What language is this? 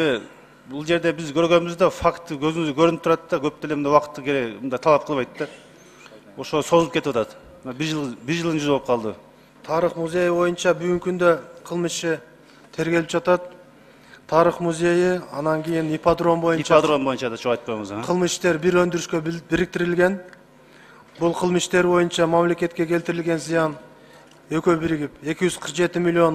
Kyrgyz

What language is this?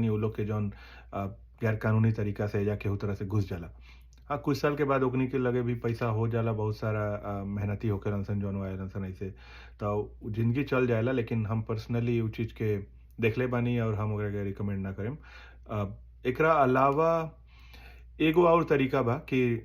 Bhojpuri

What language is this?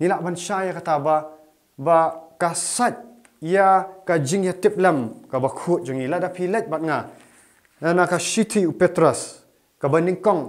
Khasi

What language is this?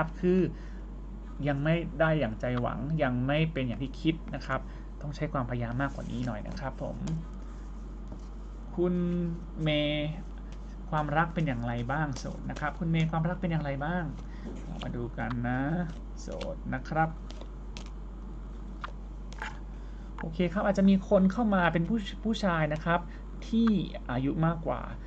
Thai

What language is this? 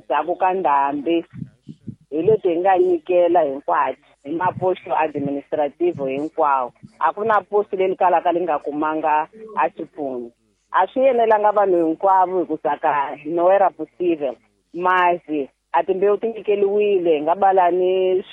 Tsonga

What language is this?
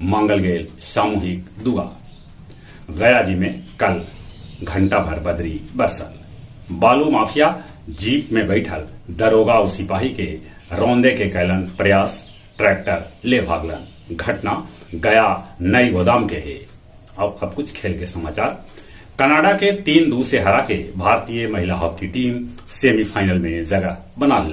Magahi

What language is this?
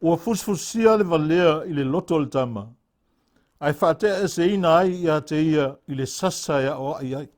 Samoan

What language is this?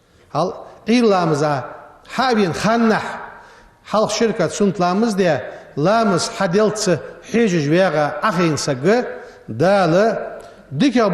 Ingush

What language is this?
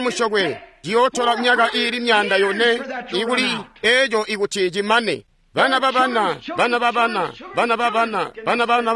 Tonga (Zambia)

